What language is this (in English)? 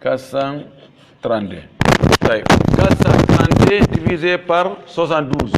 Pular